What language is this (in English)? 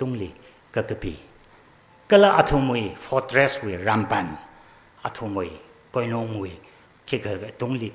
Tangkhul Naga (India)